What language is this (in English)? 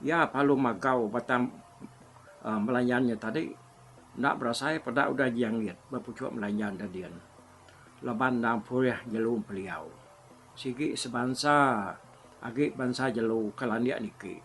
Iban